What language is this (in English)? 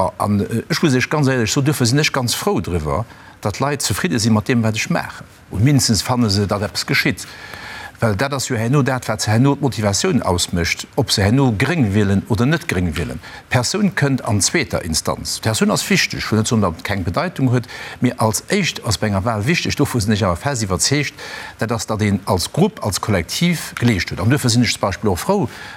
Luxembourgish